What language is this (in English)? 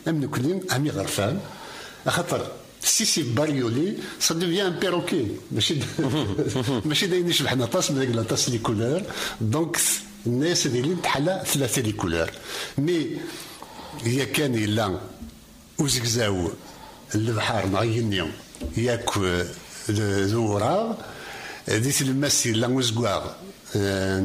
Kabyle